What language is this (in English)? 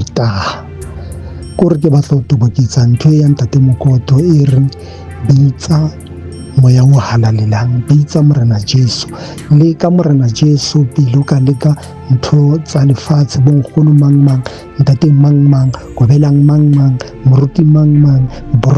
Southern Sotho